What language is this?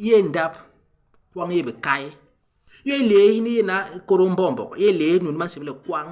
Basaa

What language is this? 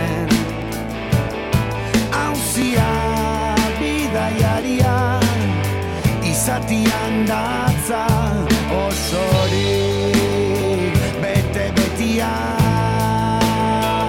Basque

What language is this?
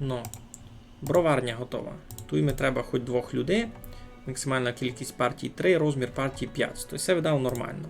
Rusyn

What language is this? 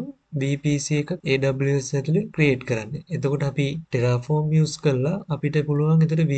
Sinhala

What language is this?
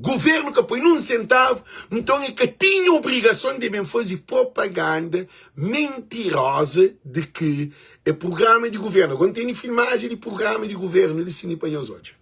Kabuverdianu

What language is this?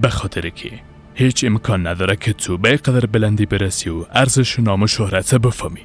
Persian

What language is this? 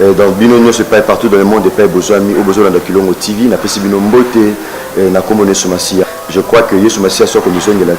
Lingala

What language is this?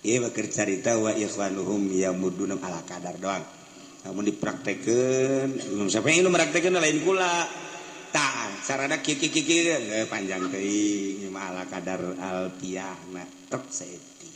Sundanese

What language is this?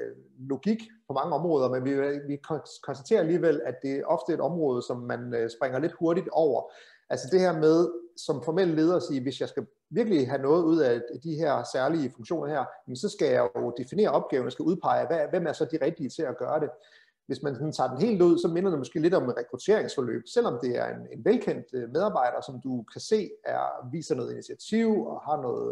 Danish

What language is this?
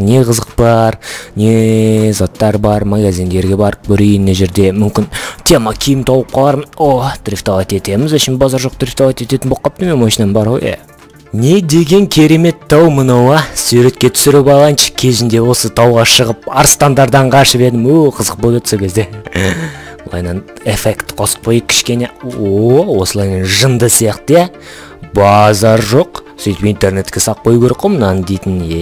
Kazakh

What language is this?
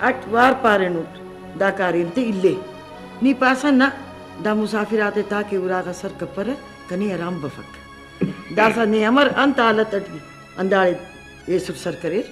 Brahui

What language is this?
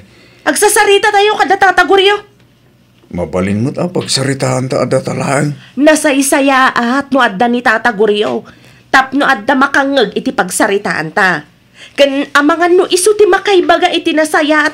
Iloko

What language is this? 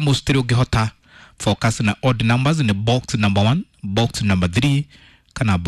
Kikuyu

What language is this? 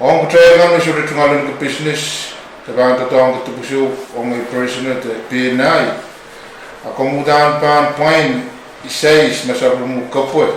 Pohnpeian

